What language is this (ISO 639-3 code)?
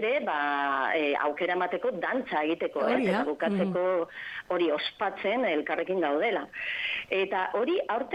eus